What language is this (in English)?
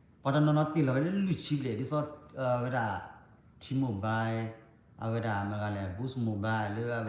S'gaw Karen